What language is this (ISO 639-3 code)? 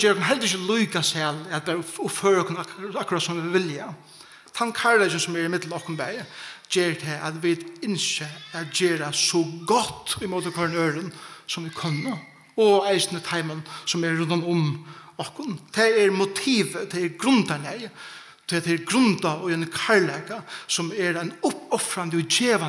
fao